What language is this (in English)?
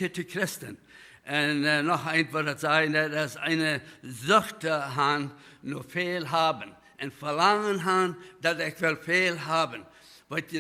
Plautdietsch